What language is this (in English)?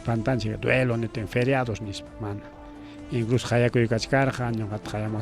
Ayacucho Quechua